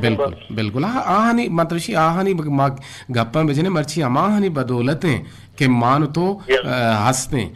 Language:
Eastern Balochi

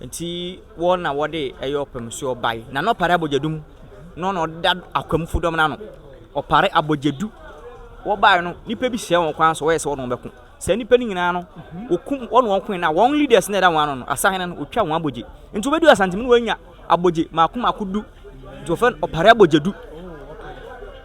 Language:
Akan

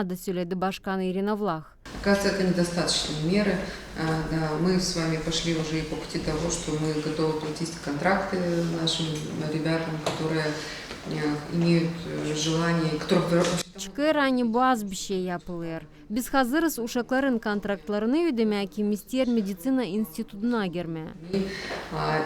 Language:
Gagauz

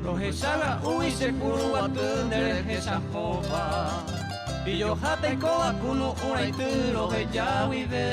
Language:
Guarani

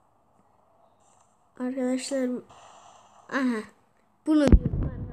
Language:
Turkish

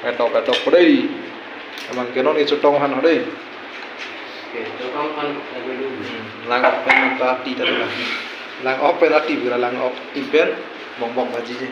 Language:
Karbi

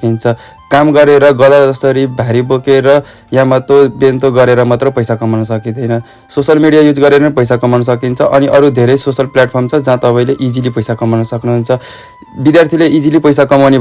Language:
Nepali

